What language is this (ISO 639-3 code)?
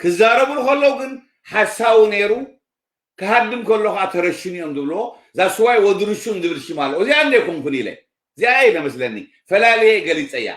tir